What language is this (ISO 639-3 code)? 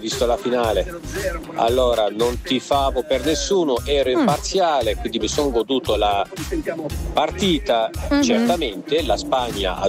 ita